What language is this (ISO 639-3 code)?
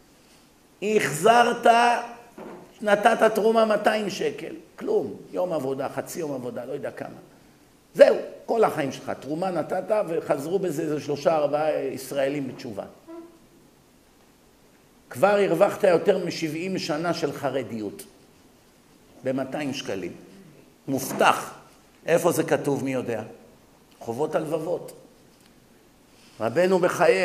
heb